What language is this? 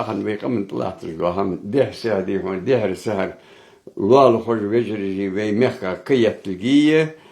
Ingush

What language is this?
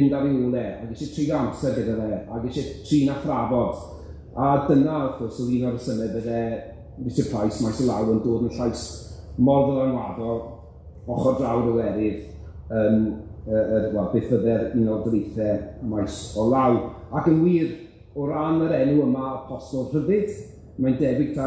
Welsh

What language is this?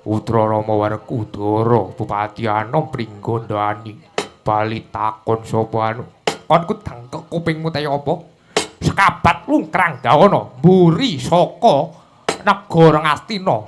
Javanese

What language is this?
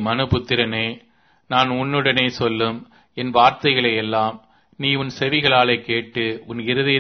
Tamil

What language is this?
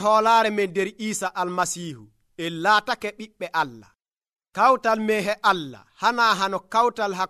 Nigerian Fulfulde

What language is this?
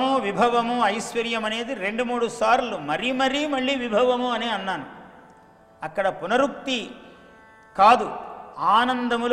Telugu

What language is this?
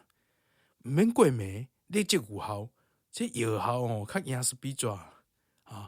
Min Nan Chinese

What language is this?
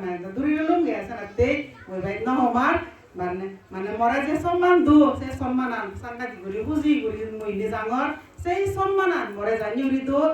Chakma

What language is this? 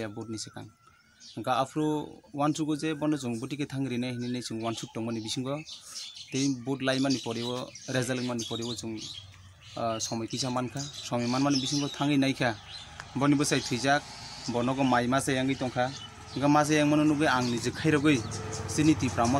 Kok Borok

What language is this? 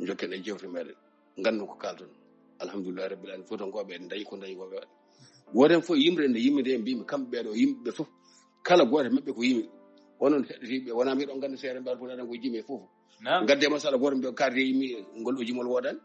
Fula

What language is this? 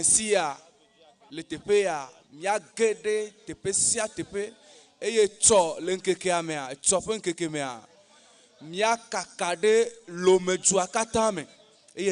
Ewe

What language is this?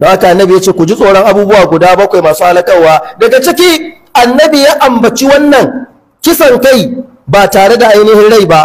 Hausa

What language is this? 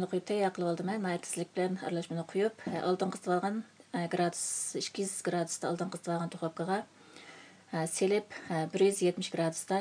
Uyghur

